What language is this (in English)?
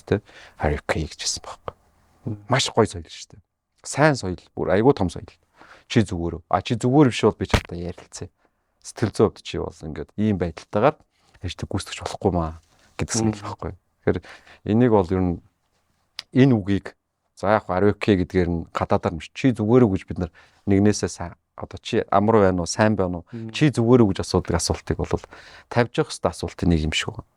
Mongolian